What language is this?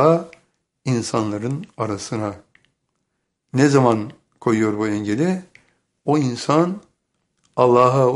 Turkish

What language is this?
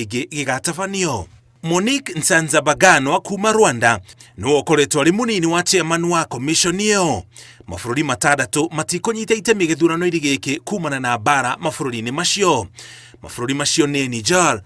Kikuyu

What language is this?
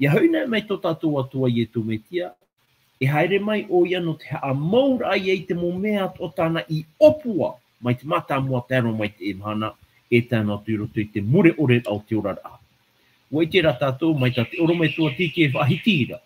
Tahitian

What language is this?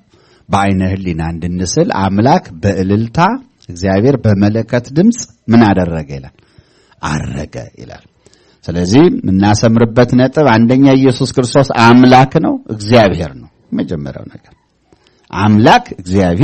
Amharic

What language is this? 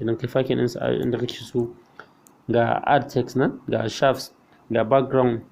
Hausa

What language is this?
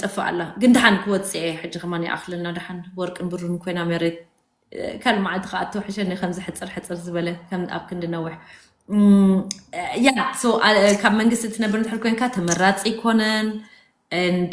Tigrinya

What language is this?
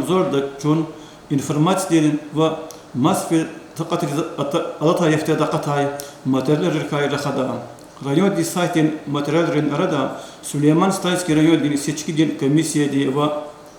Lezghian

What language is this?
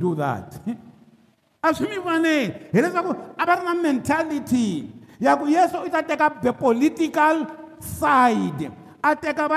Tsonga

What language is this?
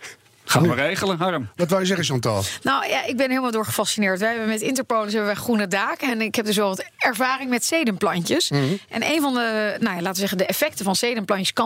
Dutch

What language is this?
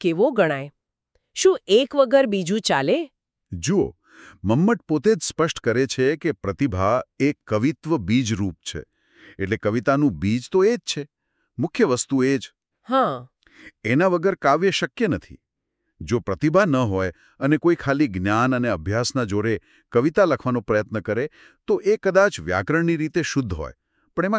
Gujarati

